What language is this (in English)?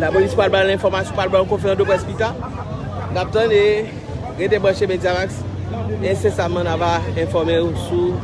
Haitian Creole